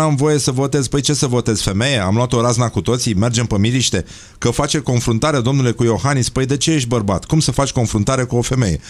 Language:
Romanian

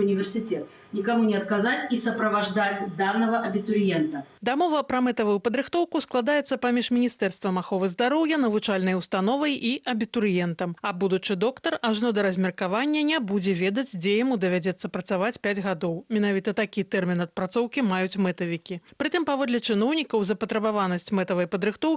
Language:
Belarusian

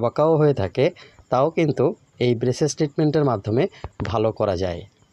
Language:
Bangla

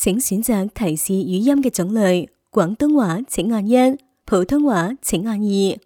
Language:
Cantonese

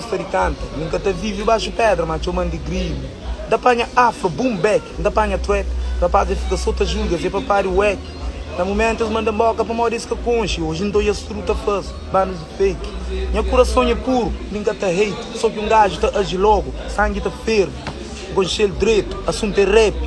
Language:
Kabuverdianu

